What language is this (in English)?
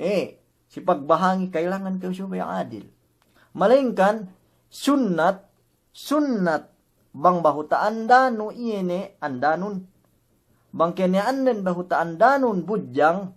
Yakan